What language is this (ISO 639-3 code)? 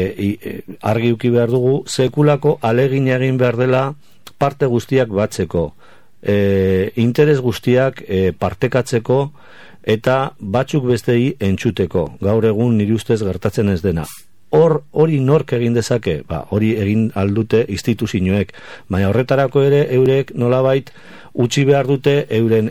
eus